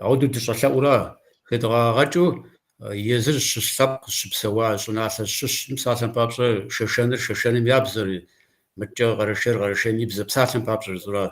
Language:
Kabardian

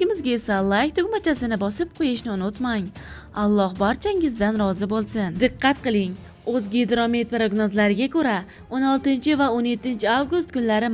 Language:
Uzbek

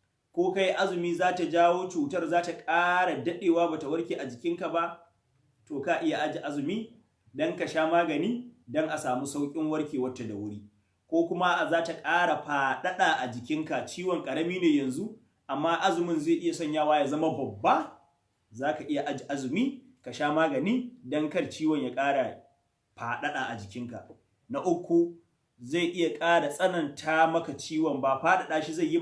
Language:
Hausa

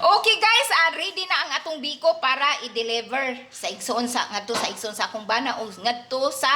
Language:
Cebuano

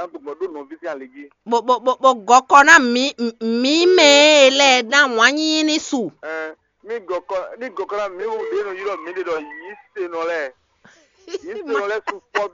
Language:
Fon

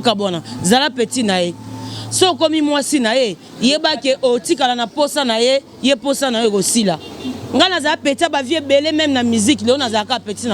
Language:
Lingala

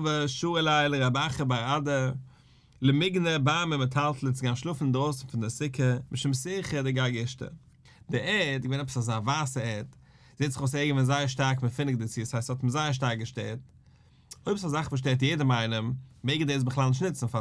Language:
Yiddish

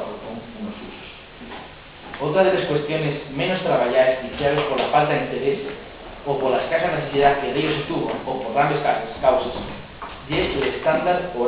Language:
Asturian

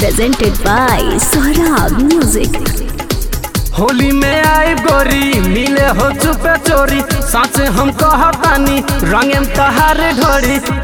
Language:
Bhojpuri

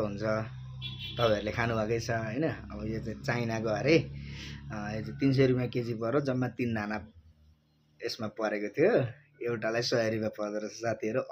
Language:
Nepali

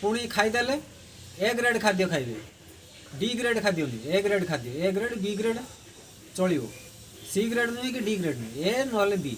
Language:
Odia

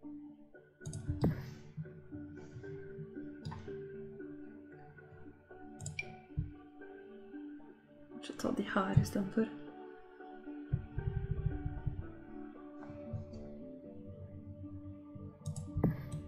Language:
Norwegian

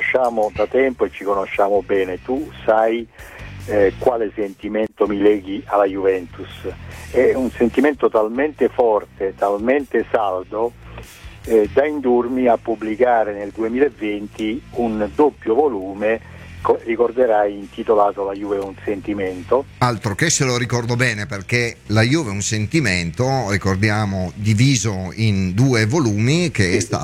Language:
Italian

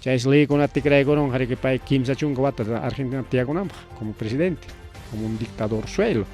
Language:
Ayacucho Quechua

